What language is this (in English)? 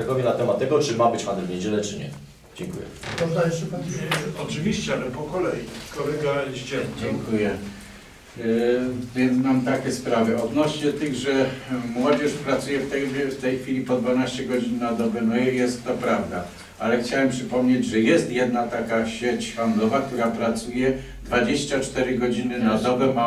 Polish